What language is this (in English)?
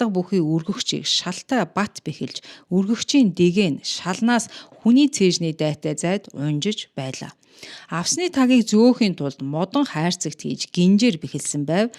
Mongolian